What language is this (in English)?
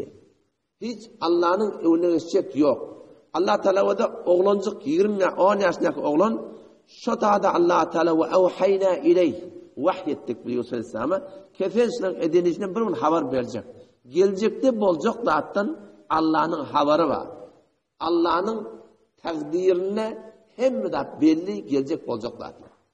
Turkmen